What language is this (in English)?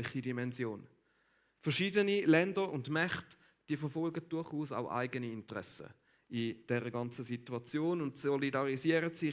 Swiss German